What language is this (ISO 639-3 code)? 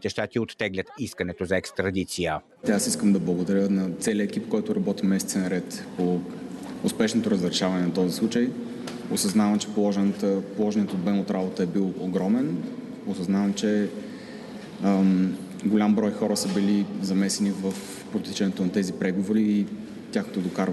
bul